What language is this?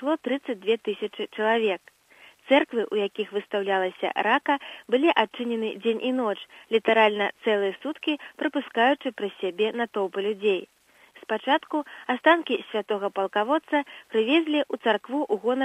Belarusian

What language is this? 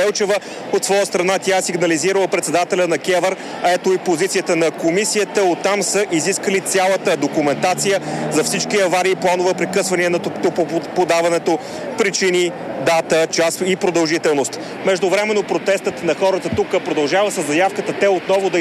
Bulgarian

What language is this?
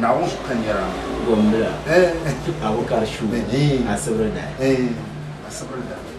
Dagbani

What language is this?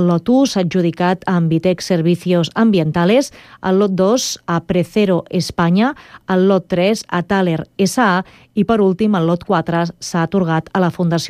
Catalan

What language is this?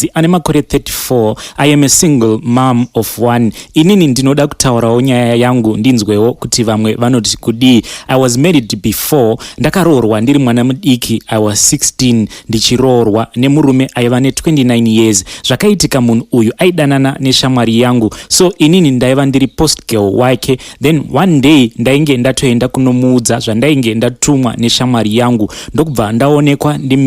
Shona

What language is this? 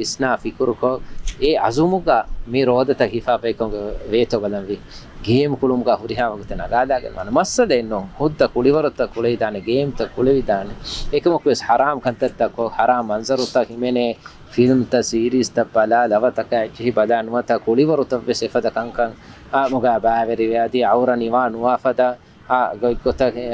Divehi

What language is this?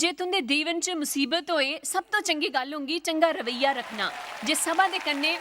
Dogri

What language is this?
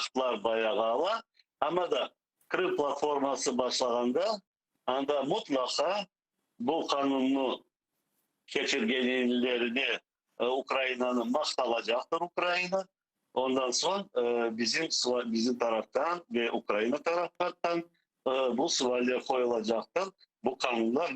Crimean Tatar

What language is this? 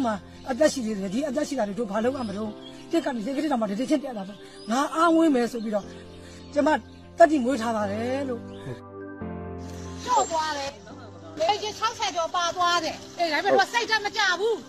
Burmese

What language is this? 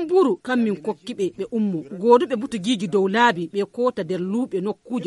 Fula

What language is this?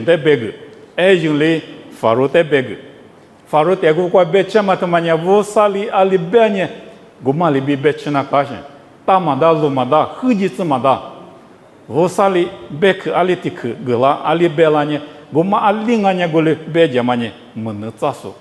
Lisu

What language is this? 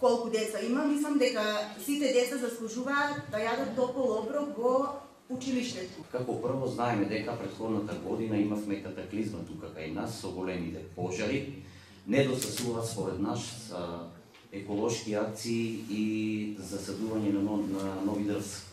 Macedonian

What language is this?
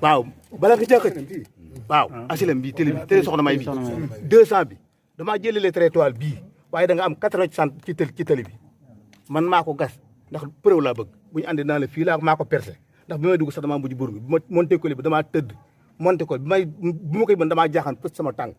Wolof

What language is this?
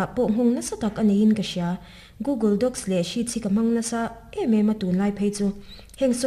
Mizo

